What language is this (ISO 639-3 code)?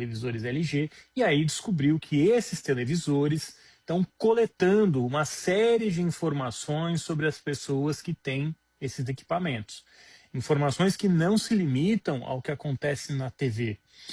por